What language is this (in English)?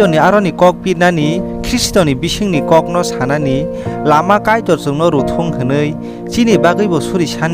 Kok Borok